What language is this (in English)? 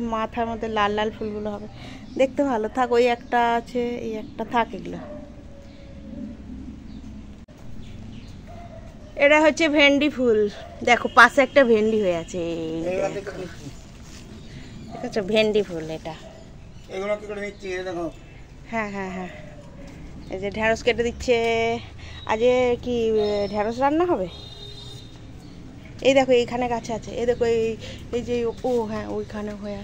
Bangla